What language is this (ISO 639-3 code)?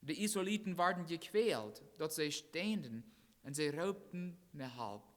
pdt